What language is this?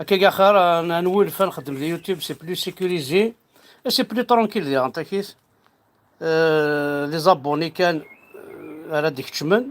Kabyle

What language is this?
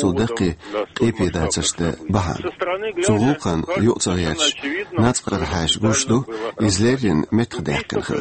Chechen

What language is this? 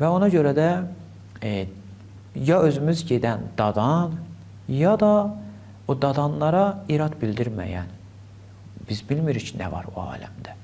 Azerbaijani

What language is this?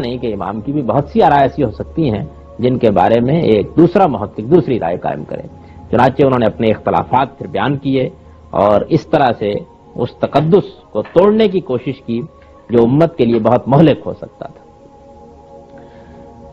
Urdu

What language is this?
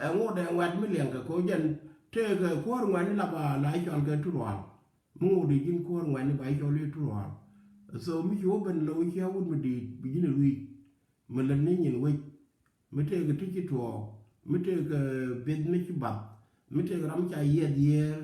Nuer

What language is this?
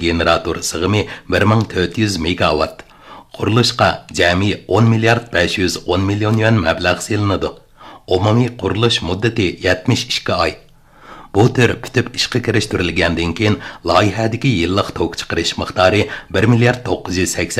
Uyghur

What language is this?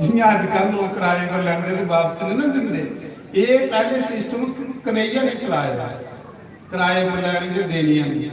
Dogri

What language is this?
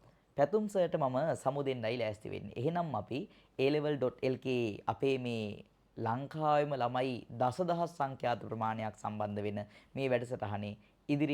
Sinhala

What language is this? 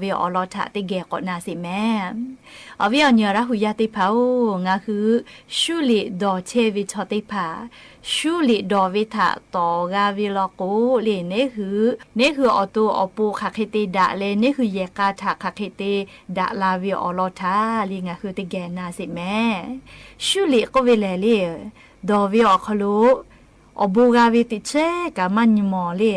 Lahu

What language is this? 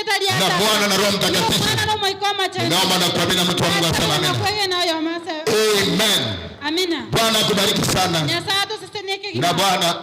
Gusii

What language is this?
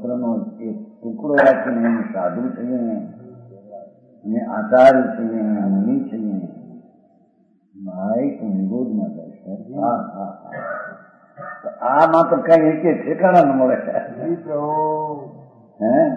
Gujarati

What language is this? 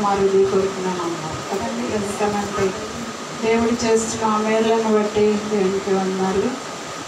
Telugu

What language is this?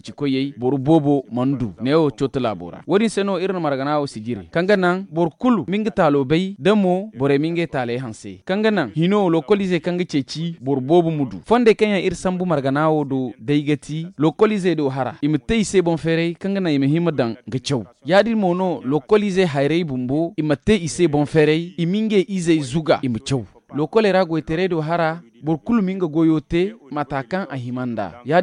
Zarma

